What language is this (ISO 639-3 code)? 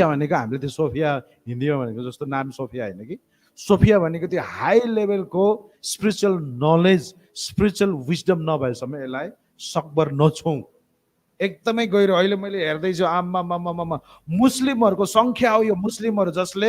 nep